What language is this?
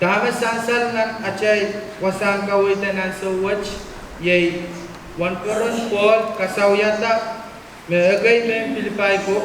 Pohnpeian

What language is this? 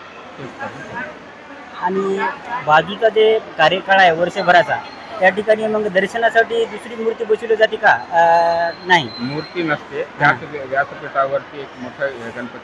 Marathi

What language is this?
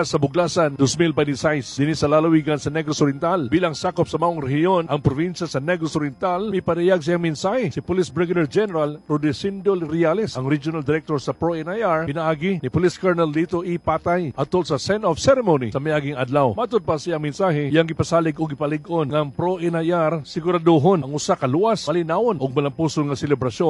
Cebuano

